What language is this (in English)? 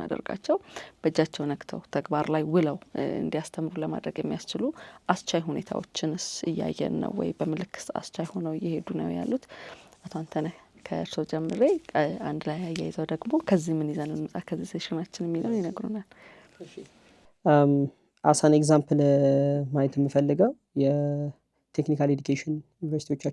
Amharic